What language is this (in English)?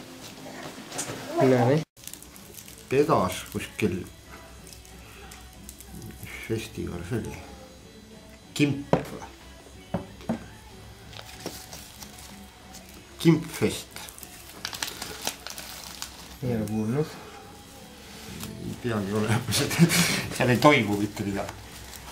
Estonian